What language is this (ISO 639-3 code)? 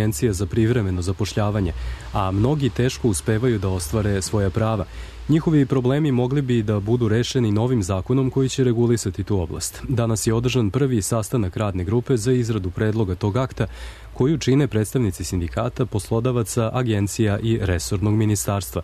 srp